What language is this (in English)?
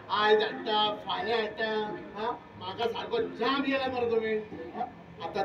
Konkani